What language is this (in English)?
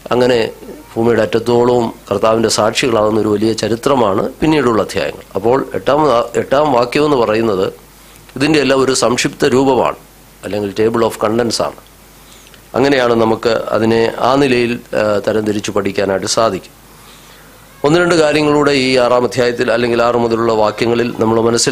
Malayalam